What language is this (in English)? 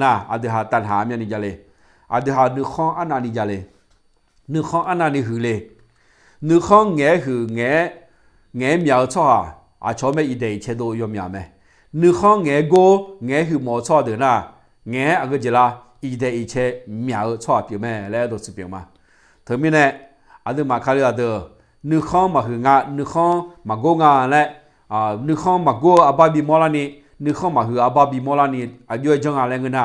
Akha